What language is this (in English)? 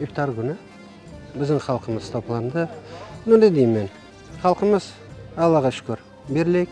Crimean Tatar